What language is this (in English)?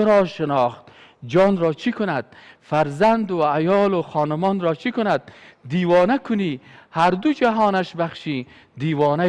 Persian